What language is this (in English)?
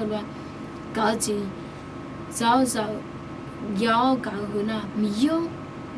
Akha